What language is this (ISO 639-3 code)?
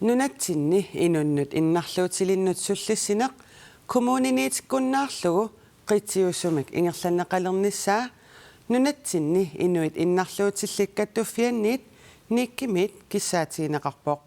kal